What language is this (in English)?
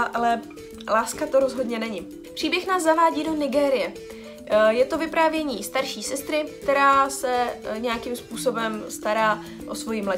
Czech